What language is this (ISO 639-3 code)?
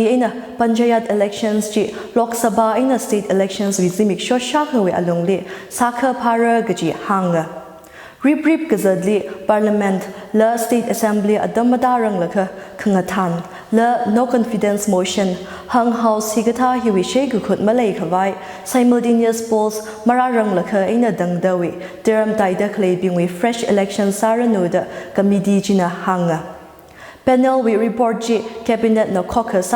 nmf